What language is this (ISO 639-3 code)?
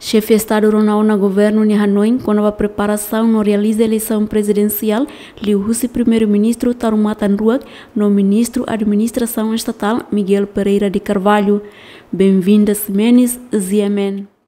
tet